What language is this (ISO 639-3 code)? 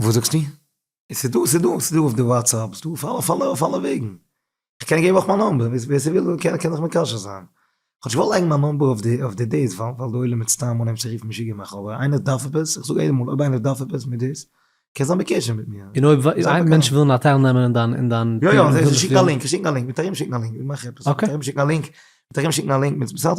yid